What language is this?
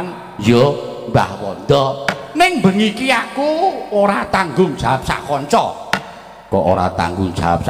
Javanese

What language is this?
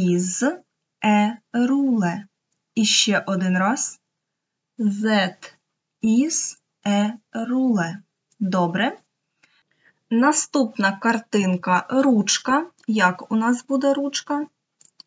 Ukrainian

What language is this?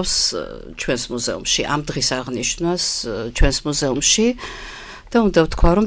Georgian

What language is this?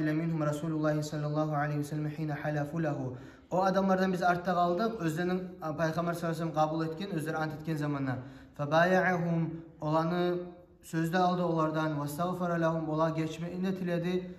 Kumyk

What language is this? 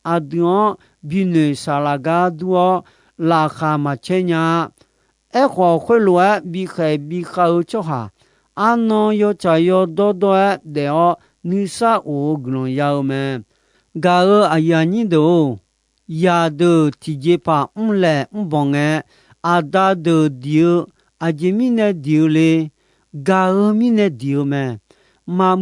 Akha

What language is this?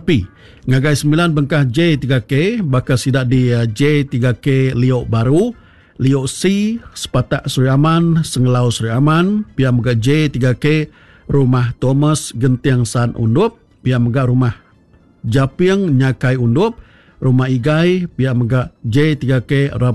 Iban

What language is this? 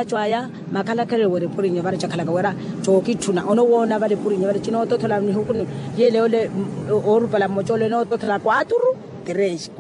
Makhuwa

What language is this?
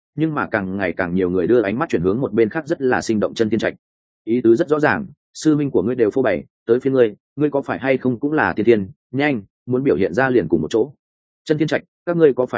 Vietnamese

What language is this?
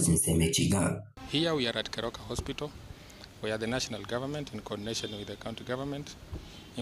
Gusii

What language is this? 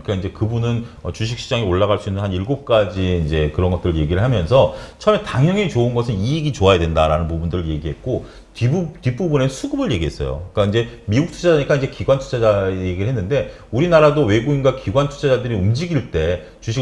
Korean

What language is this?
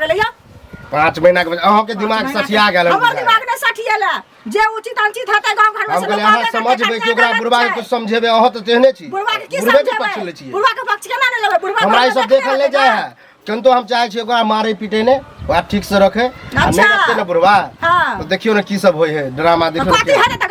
Maithili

